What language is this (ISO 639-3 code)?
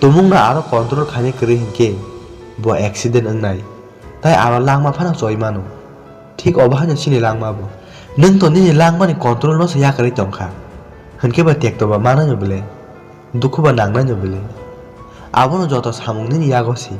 trp